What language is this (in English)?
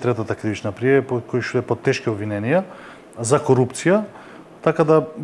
Macedonian